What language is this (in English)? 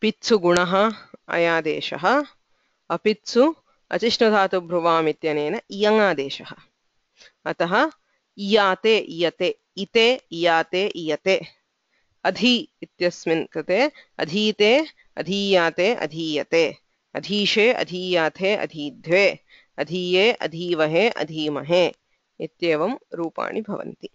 Sanskrit